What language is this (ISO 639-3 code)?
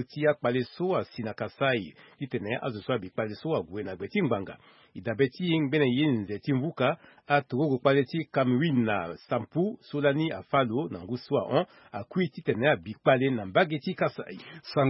sag